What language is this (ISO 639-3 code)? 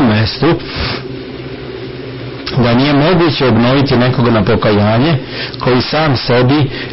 srp